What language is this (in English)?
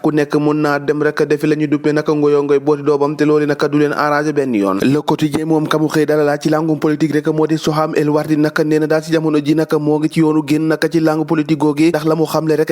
Wolof